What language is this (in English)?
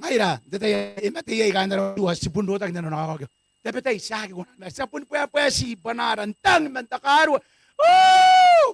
Gilbertese